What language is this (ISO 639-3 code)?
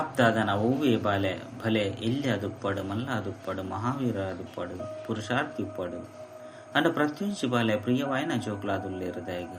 tcy